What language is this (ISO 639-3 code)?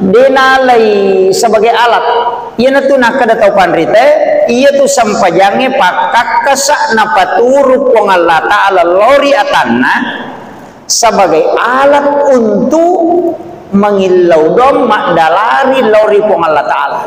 bug